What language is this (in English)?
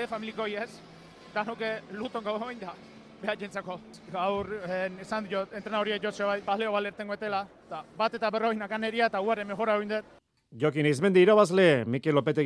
Basque